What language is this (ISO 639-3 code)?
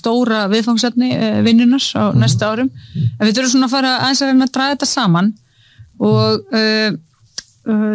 isl